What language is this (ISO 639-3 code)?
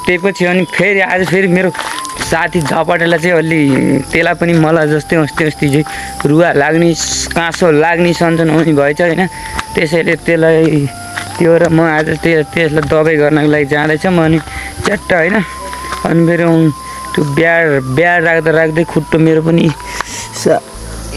nep